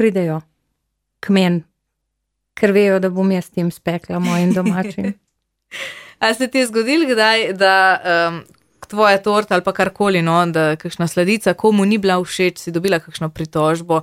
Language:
Slovenian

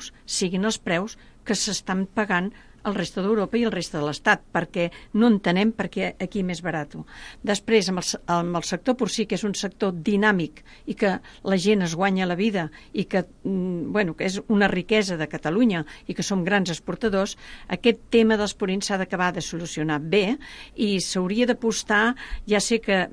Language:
Catalan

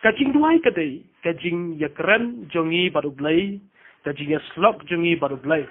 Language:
Khasi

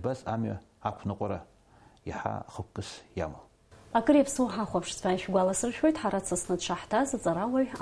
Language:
Abkhazian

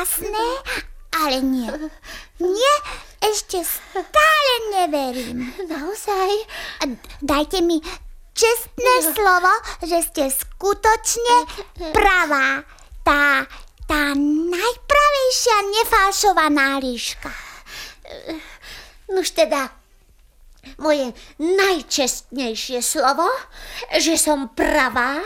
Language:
Slovak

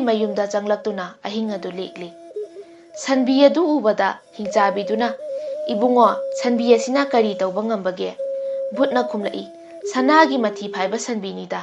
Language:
Manipuri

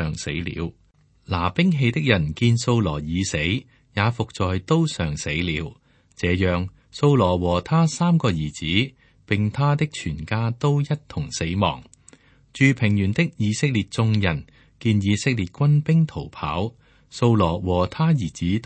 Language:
Cantonese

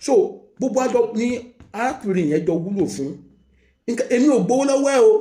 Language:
Yoruba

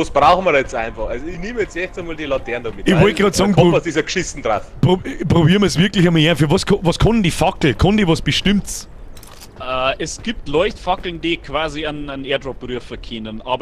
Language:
Bavarian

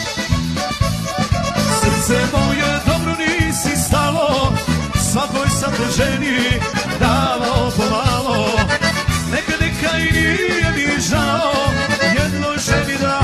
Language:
Croatian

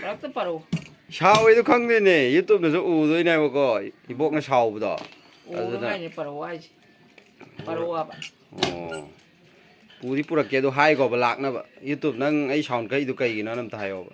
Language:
Manipuri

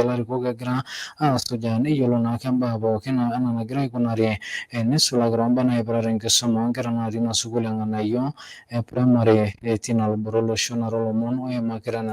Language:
Masai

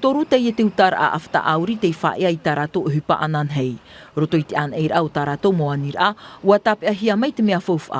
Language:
Tahitian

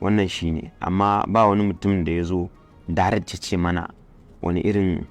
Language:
Hausa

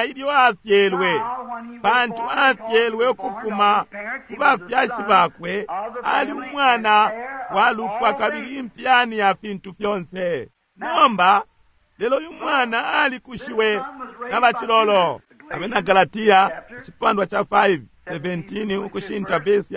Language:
Bemba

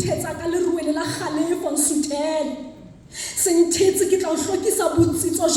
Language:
Southern Sotho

